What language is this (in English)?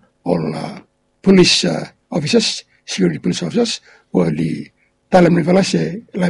Bislama